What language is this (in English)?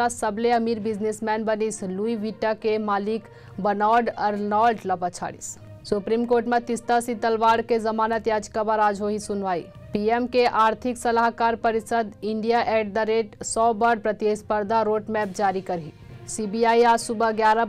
Chhattisgarhi